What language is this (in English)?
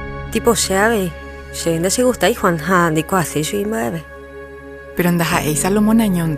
Guarani